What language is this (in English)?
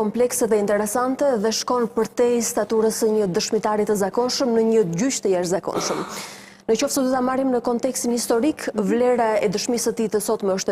Albanian